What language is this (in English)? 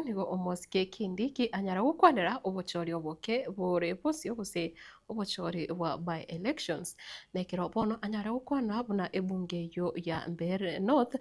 Gusii